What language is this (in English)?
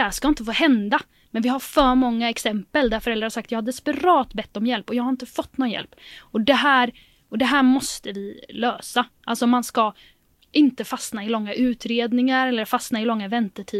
Swedish